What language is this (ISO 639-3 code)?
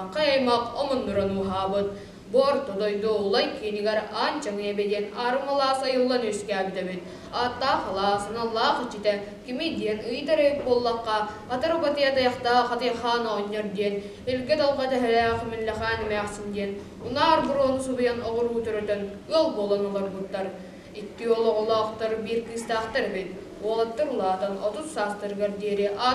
sah